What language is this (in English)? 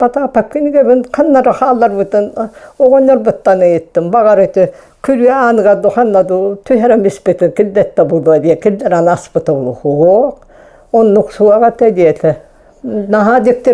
Yakut